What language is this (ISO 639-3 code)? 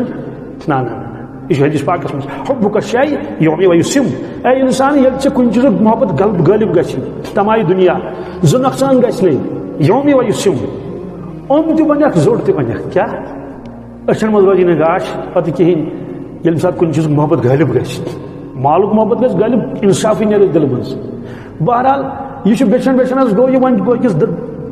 kas